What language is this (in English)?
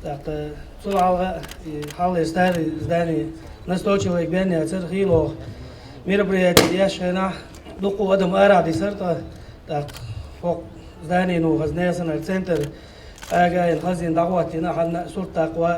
Chechen